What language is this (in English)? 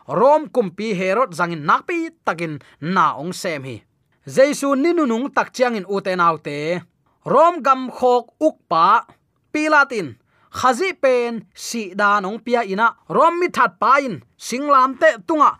Tedim Chin